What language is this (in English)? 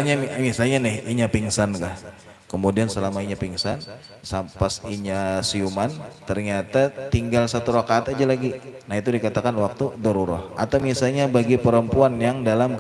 Banjar